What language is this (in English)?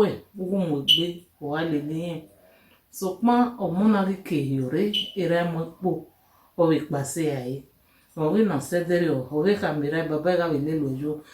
Bini